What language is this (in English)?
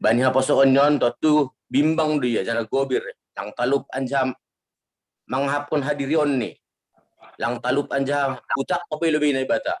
Batak Simalungun